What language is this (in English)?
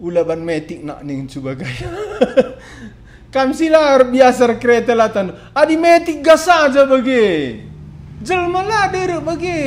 Batak Karo